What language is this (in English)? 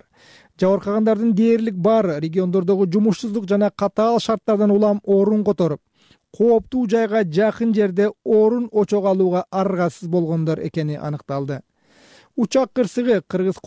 Kyrgyz